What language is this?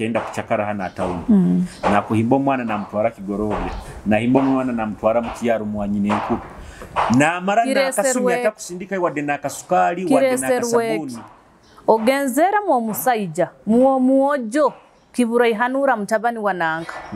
Nyoro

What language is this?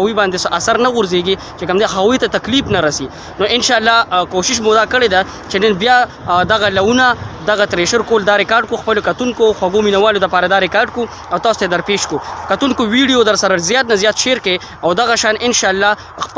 Pashto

